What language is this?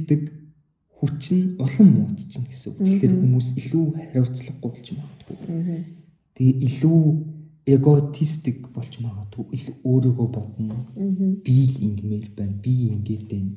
Mongolian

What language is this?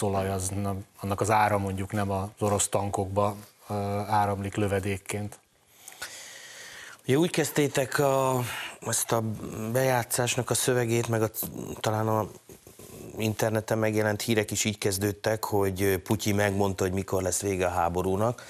Hungarian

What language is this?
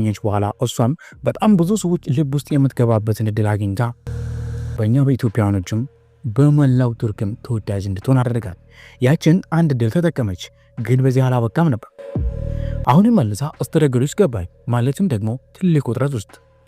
Amharic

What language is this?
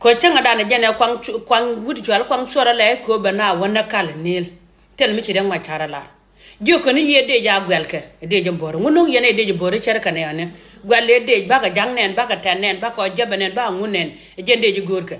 Nuer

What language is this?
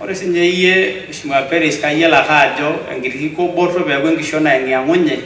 Masai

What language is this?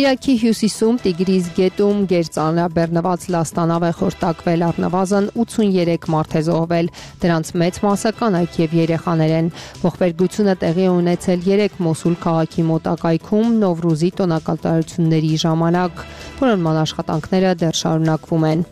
Armenian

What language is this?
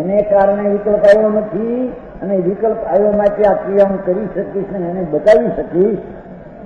Gujarati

